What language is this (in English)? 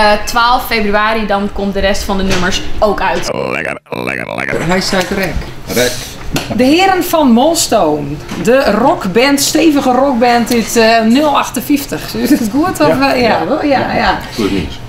Western Frisian